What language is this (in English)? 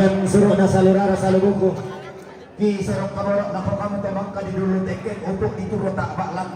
Toraja-Sa'dan